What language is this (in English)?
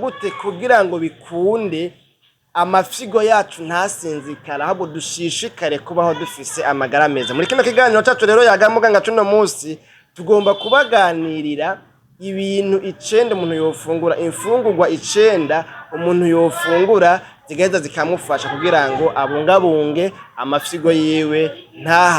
Rundi